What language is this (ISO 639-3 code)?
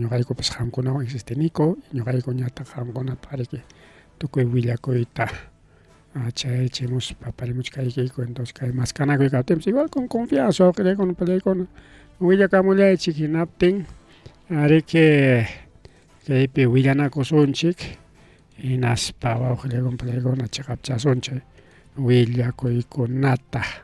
quy